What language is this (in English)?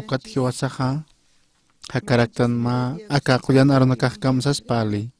Aymara